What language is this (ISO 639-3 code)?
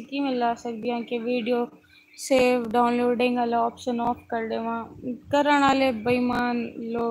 skr